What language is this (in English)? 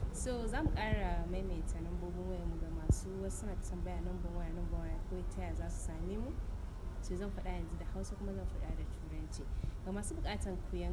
Hausa